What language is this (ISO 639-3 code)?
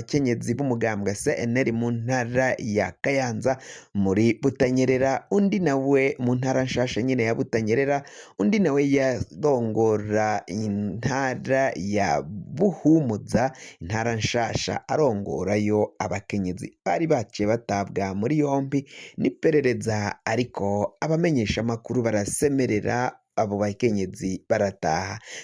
run